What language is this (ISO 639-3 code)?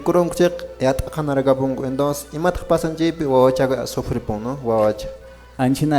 que